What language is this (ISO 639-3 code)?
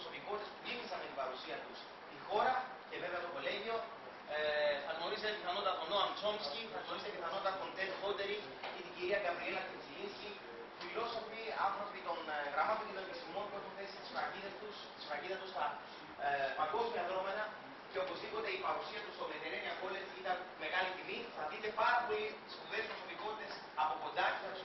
ell